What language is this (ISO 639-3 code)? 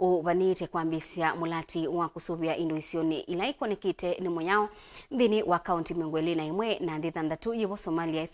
kam